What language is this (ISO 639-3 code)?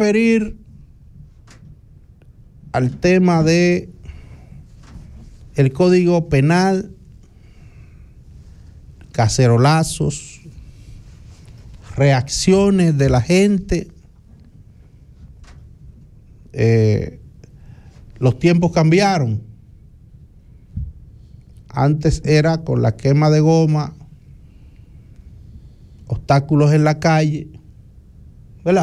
spa